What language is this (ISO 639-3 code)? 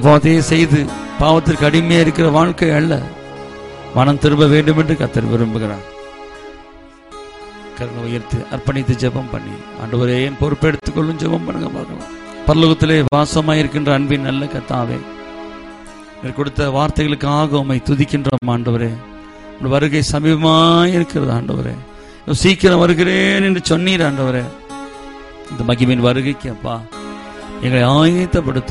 tam